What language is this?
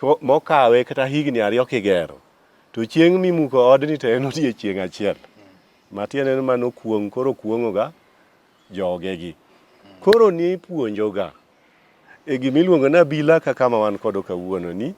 Luo (Kenya and Tanzania)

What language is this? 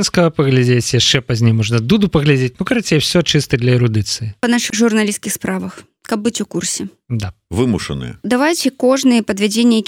Belarusian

